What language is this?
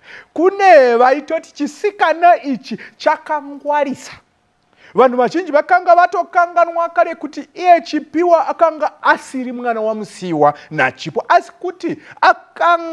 Shona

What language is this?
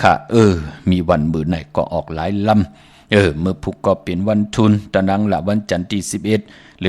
Shan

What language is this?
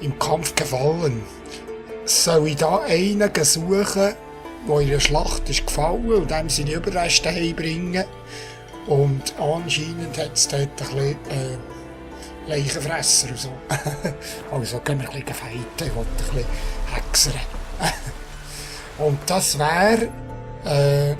Swiss German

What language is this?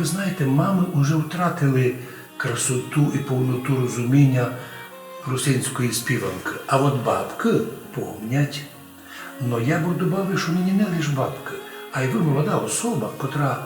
Rusyn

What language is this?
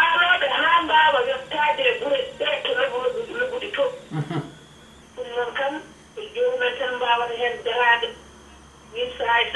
Fula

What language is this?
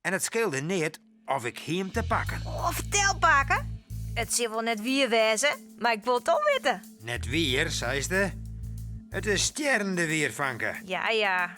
Western Frisian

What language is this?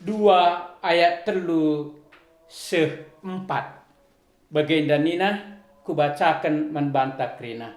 Batak Karo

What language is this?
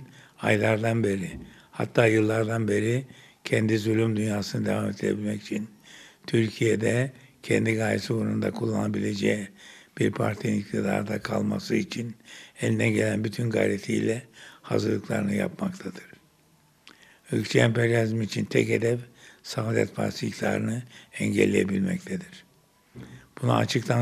Turkish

